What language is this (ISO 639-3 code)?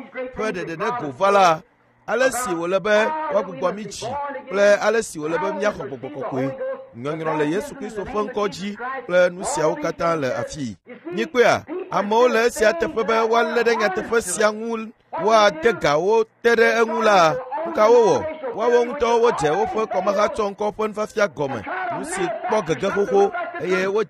ewe